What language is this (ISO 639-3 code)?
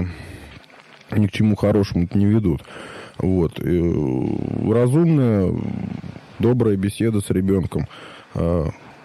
rus